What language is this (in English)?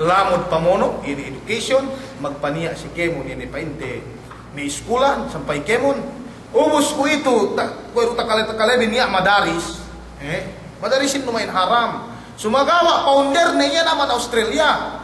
Yakan